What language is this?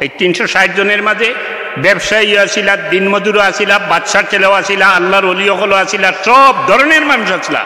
Sylheti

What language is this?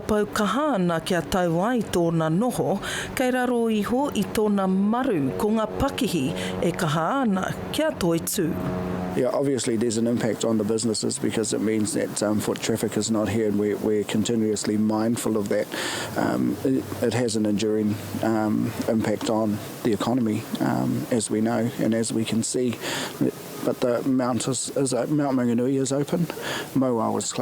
Māori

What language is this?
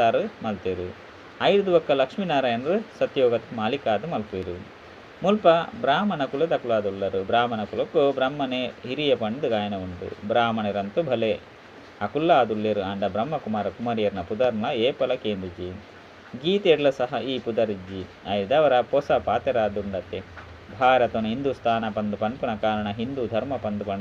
Tulu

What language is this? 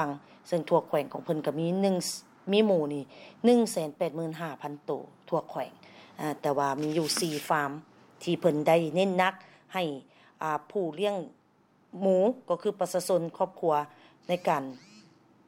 Lao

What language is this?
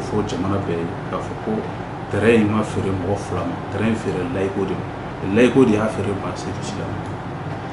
Bambara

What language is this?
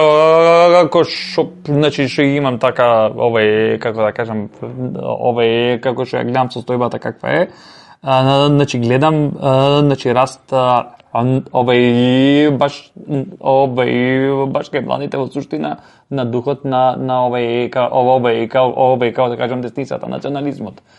Macedonian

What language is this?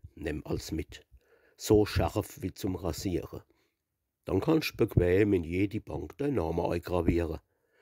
Palatine German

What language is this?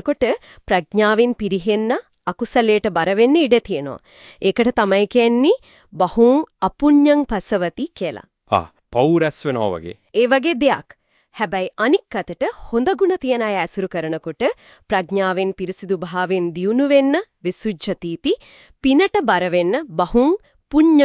Sinhala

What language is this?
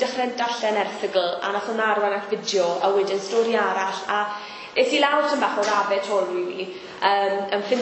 Welsh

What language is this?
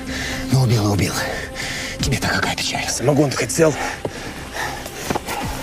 Russian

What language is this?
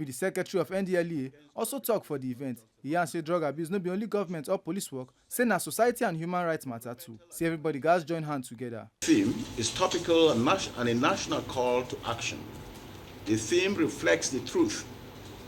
Nigerian Pidgin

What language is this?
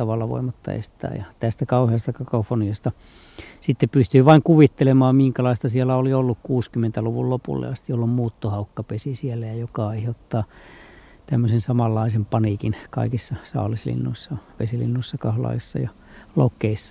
Finnish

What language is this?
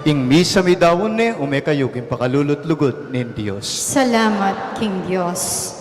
Pampanga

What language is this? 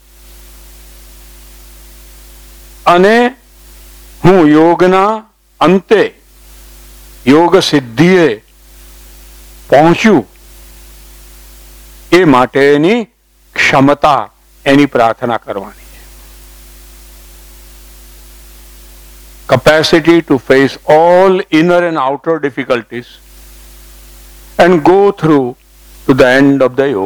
Gujarati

